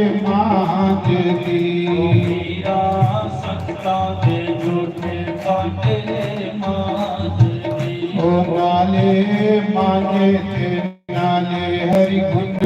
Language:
Dogri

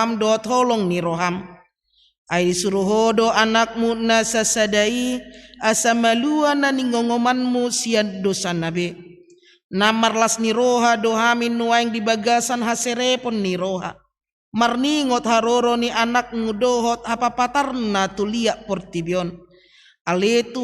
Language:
Batak Toba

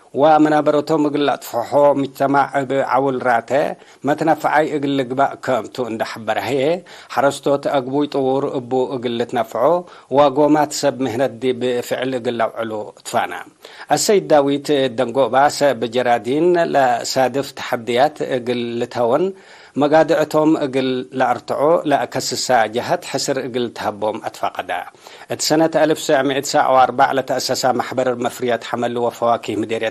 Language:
Tigre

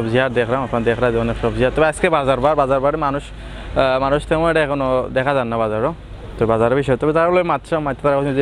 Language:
Sylheti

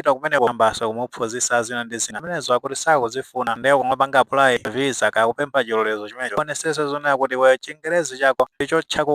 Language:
Nyanja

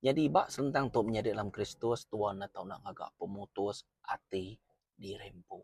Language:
Iban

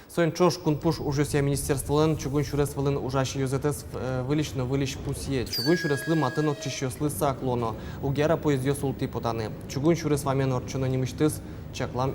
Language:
Udmurt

